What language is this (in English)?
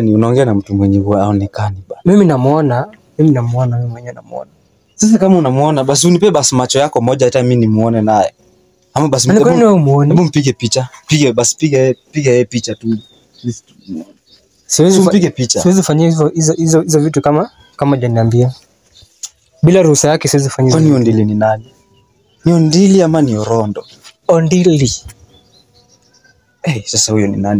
Swahili